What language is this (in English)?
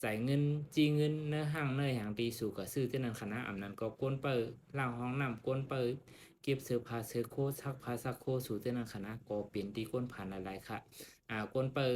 Shan